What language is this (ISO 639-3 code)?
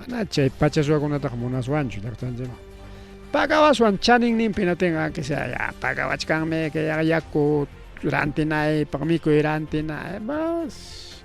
quy